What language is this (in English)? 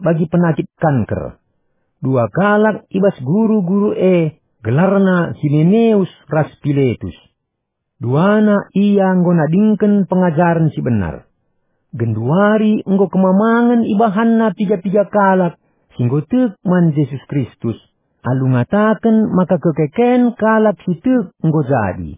Batak Karo